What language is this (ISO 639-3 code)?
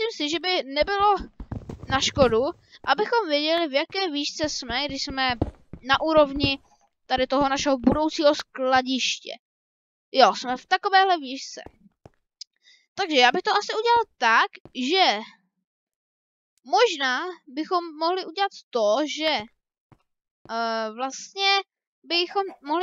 ces